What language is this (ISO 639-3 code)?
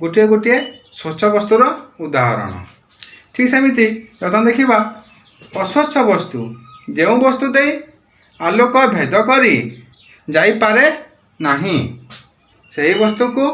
ori